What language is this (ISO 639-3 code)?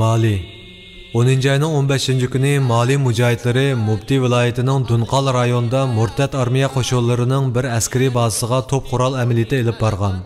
uig